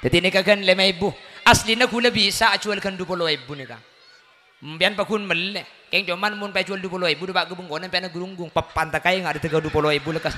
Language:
Madurese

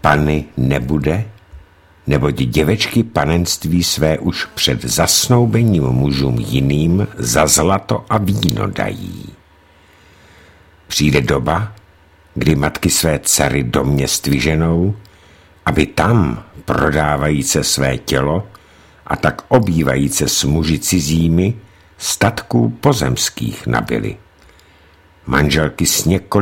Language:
Czech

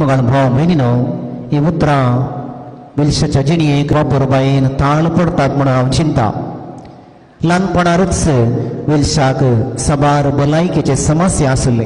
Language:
Konkani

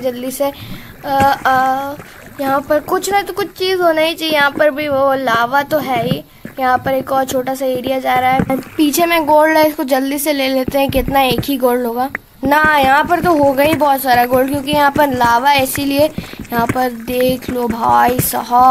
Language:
Hindi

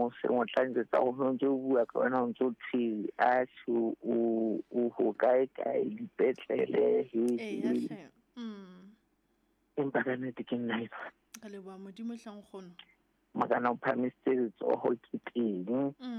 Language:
Southern Sotho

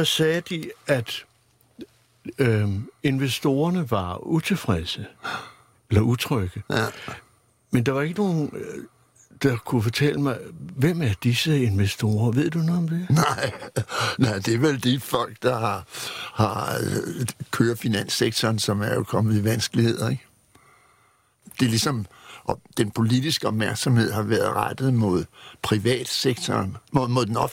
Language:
Danish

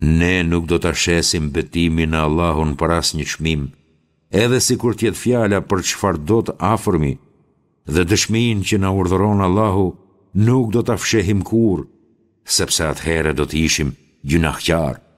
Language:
Albanian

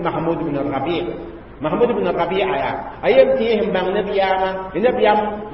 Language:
Mossi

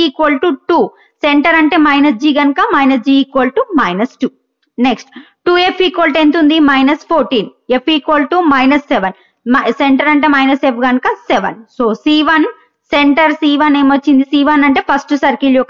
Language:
Telugu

